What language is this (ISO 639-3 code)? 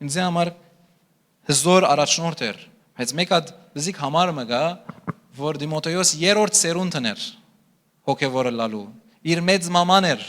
hyw